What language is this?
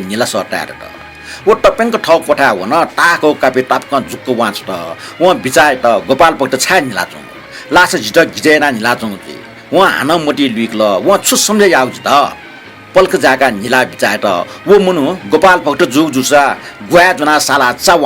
Newari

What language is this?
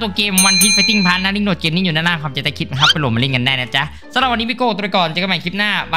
Thai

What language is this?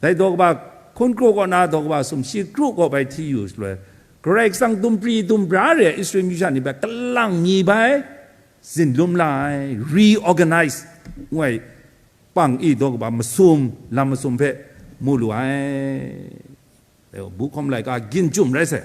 Kachin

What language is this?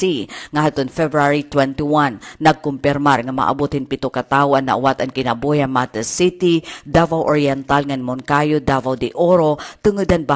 Waray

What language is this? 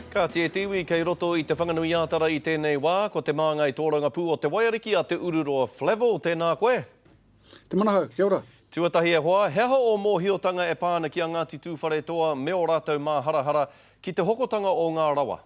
Māori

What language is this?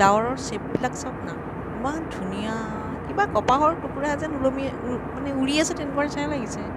Assamese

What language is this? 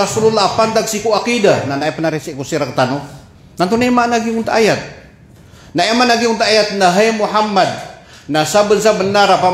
Maranao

